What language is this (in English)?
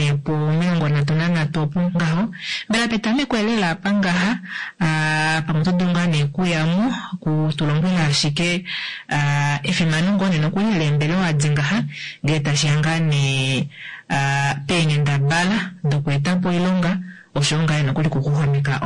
Kuanyama